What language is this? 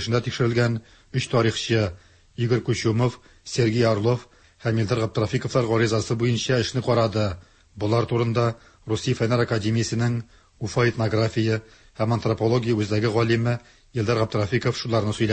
Tatar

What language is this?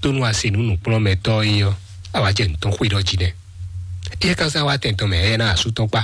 Fon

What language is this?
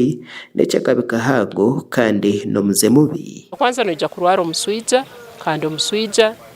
Nyankole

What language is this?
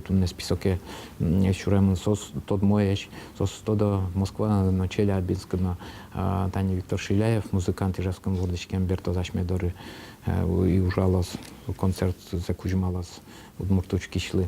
Udmurt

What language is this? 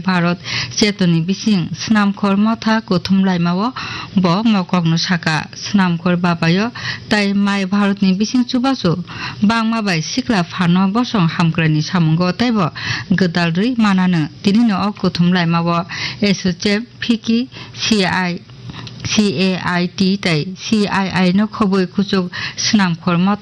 Kok Borok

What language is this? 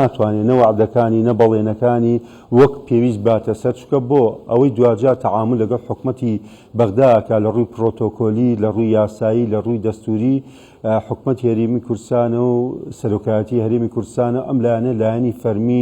Central Kurdish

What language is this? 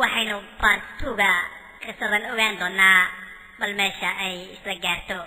Somali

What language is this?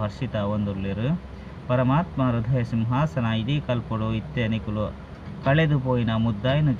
Tulu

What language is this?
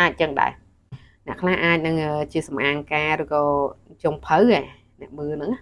Khmer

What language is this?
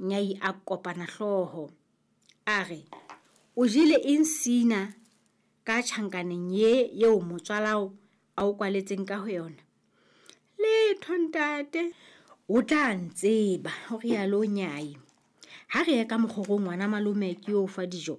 Southern Sotho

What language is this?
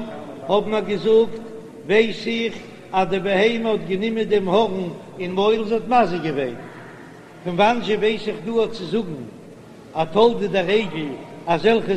Yiddish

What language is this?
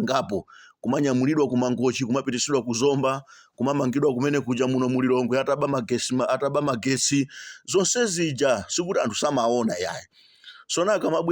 Nyanja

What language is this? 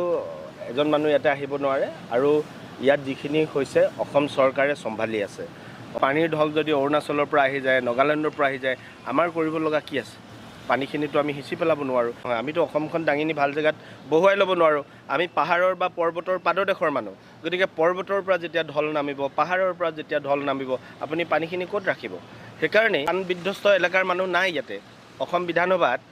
Assamese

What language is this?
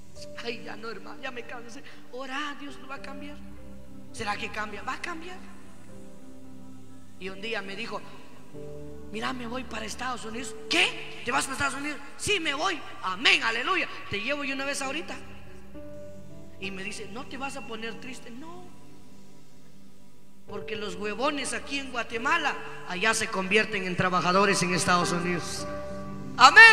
Spanish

